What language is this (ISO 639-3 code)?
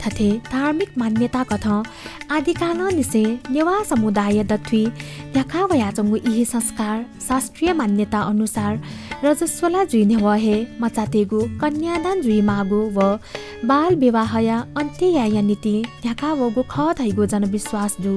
new